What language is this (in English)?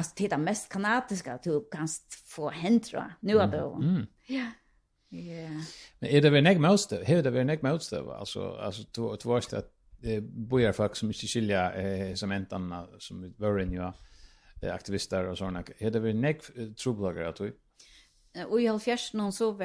Faroese